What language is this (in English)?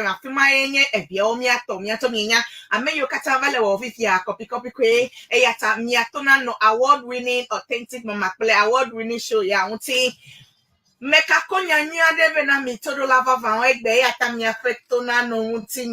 Ewe